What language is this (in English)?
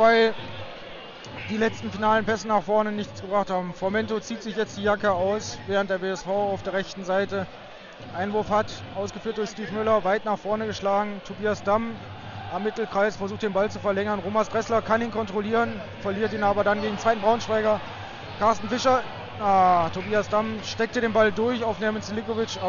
German